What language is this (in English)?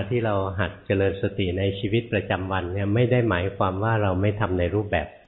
Thai